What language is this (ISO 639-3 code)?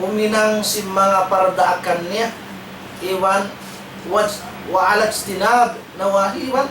tsg